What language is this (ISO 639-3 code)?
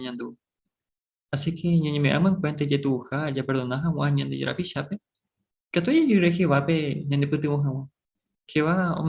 grn